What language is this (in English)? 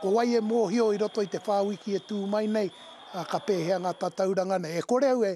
Māori